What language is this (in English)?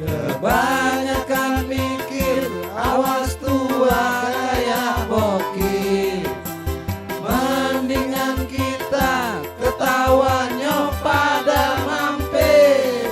Betawi